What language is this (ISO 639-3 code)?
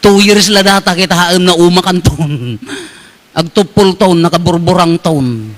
ilo